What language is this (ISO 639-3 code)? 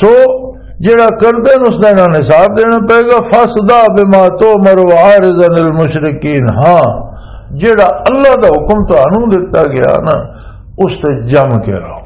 lah